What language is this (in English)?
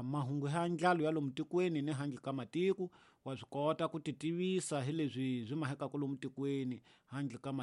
Tsonga